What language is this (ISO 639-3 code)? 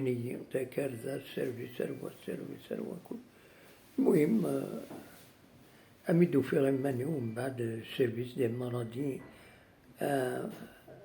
kab